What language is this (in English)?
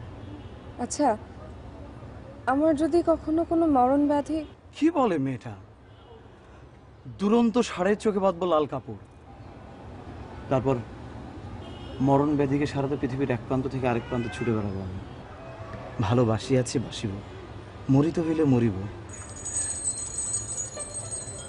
Bangla